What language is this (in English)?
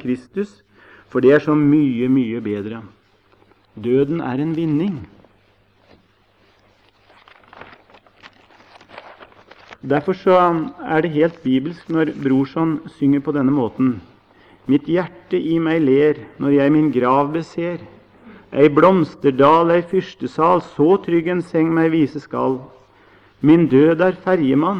Norwegian